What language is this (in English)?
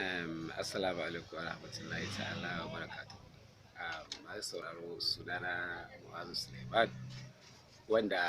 Hausa